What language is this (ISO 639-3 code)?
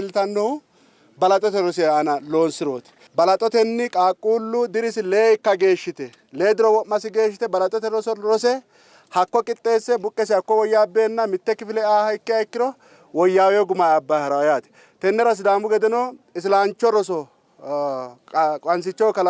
sid